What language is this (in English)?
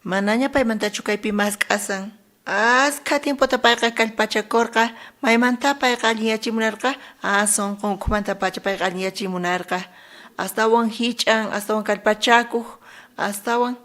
South Bolivian Quechua